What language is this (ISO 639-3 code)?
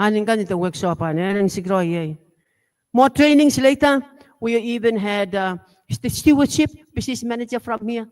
gil